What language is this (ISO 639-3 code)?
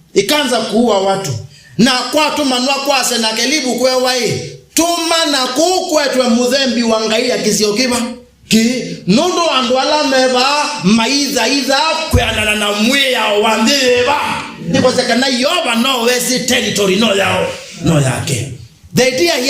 kam